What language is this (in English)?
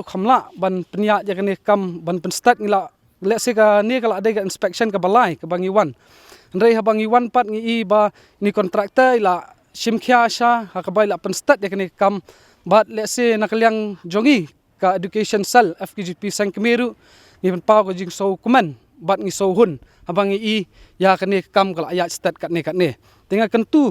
Khasi